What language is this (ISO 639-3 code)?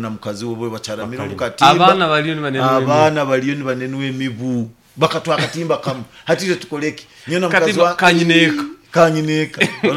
nyo